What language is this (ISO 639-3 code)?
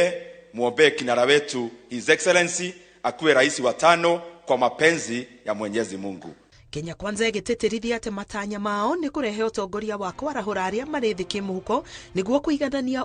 kik